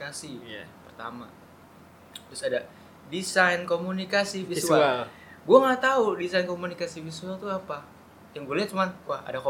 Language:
Indonesian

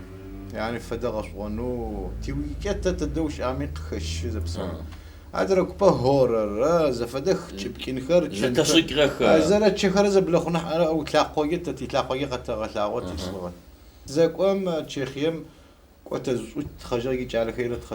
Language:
Adyghe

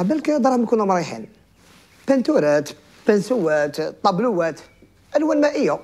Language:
Algerian Arabic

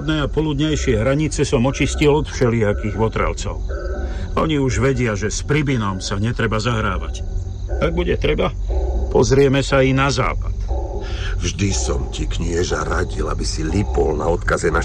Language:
Slovak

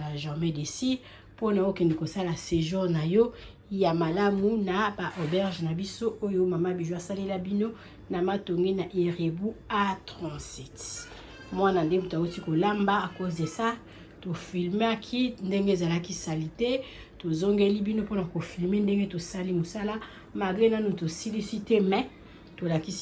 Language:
Lingala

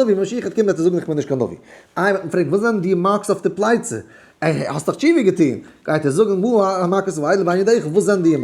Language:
Yiddish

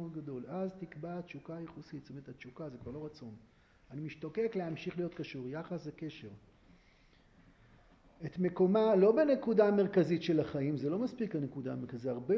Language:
Hebrew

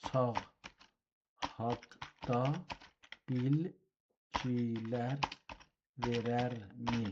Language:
South Azerbaijani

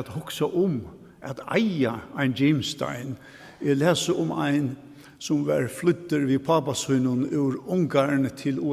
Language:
Faroese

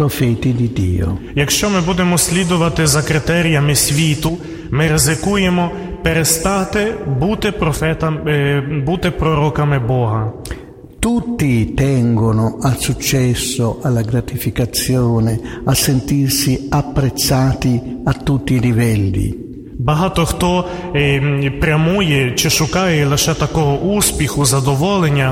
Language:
Ukrainian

